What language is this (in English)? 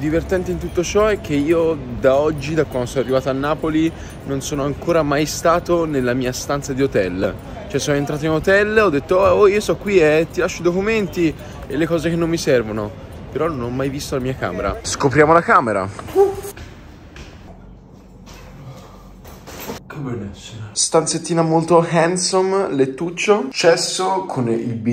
Italian